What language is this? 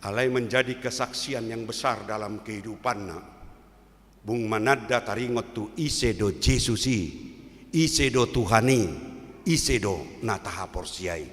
Batak Toba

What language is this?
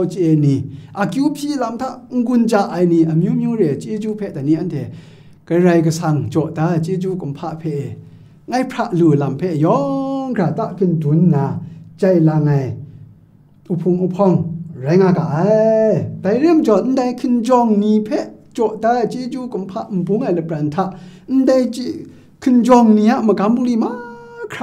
Kachin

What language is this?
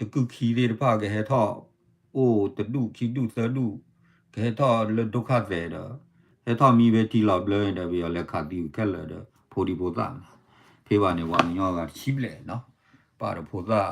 S'gaw Karen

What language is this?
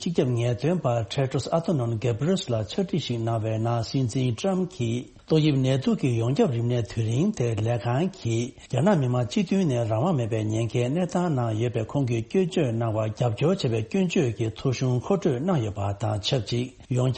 Tibetan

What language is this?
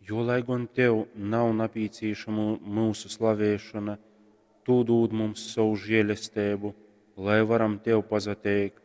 Latgalian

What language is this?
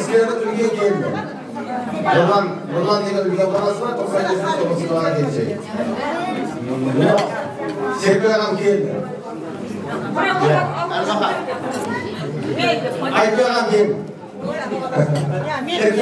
Kazakh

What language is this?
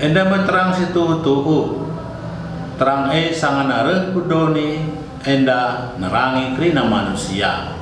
Batak Karo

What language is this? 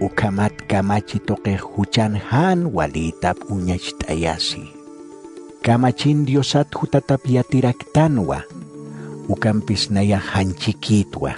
Aymara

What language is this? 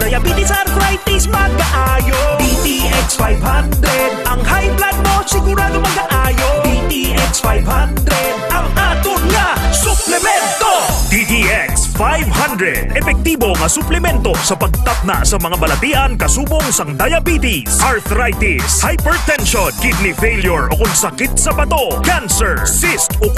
Hiligaynon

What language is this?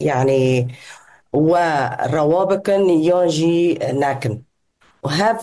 Kurdish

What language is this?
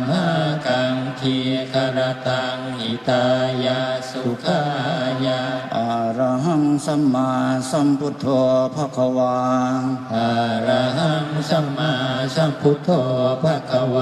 Pali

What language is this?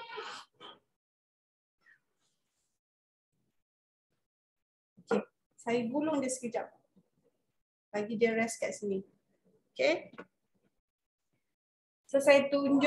Malay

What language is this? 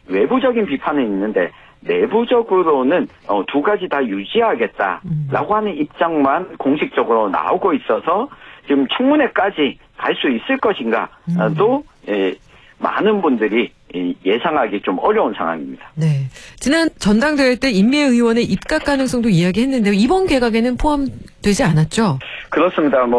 Korean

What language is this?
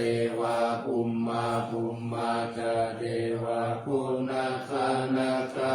Pali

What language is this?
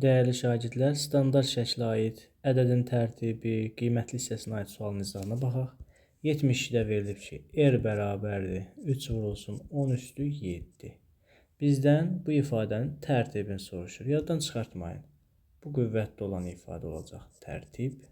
Azerbaijani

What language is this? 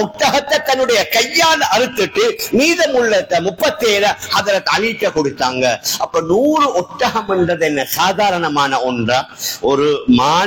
Tamil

